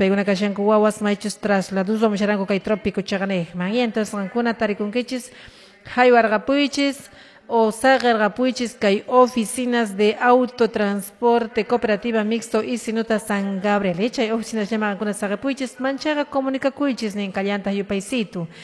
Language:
Quechua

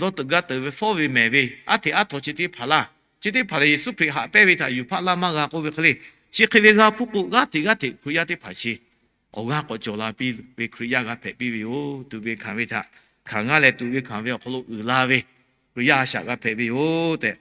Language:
Lahu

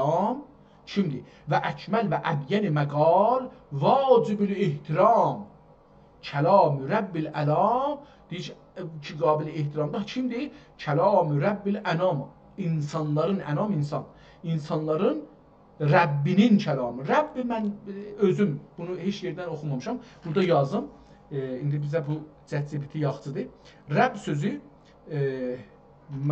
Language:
South Azerbaijani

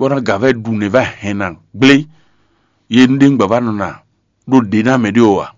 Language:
Fon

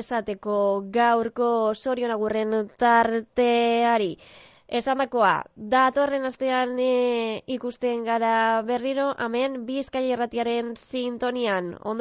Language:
Basque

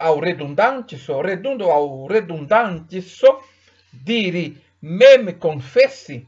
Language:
Esperanto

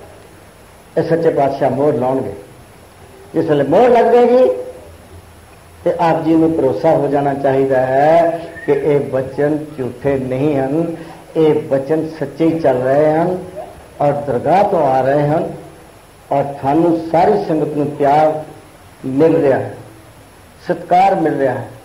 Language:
Punjabi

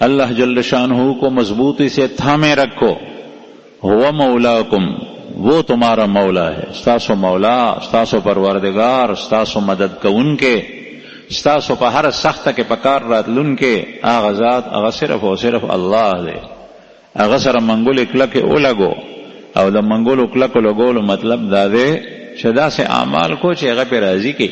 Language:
Pashto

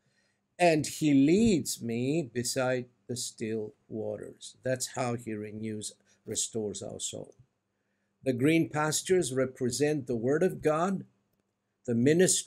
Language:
English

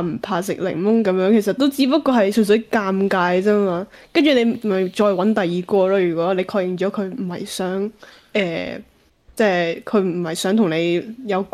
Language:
Cantonese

